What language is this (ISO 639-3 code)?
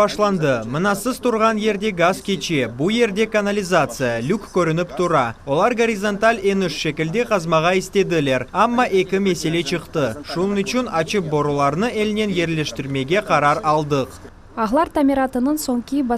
crh